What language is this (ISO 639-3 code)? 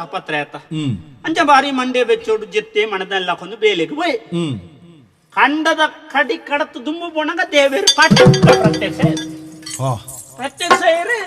tcy